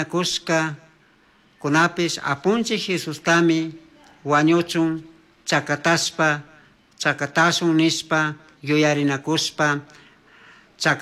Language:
Chimborazo Highland Quichua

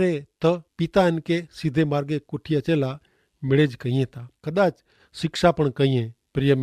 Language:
Kachhi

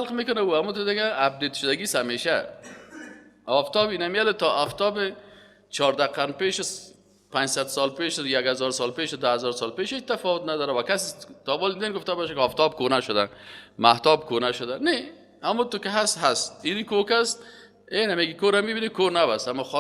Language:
Persian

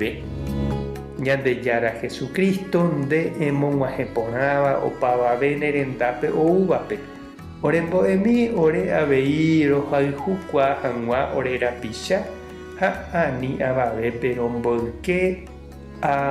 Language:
Guarani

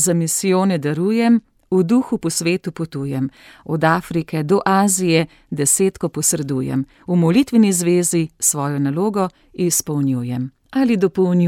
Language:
Slovenian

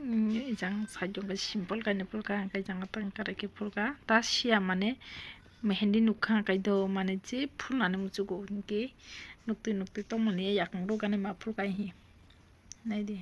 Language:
Kok Borok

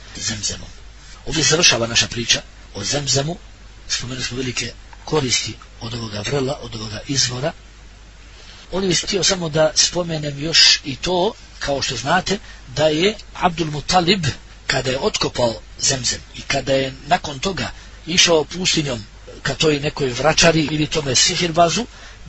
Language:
Bosnian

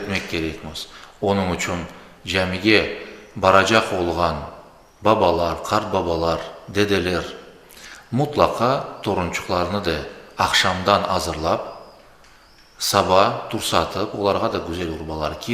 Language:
Crimean Tatar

